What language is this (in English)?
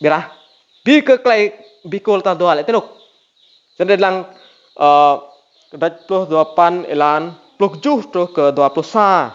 Rade